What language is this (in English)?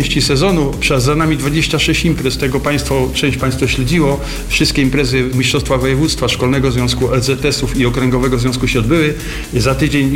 Polish